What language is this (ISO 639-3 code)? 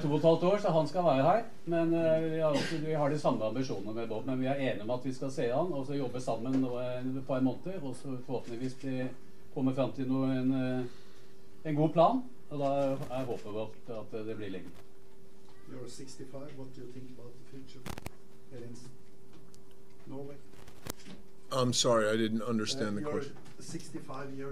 nor